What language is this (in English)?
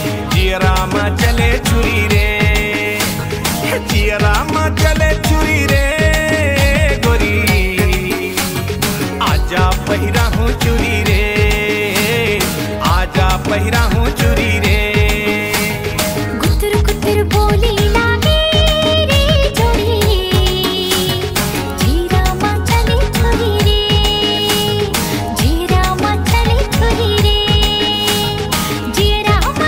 Chhattisgarhi